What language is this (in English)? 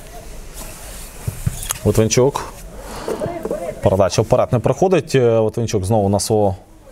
Ukrainian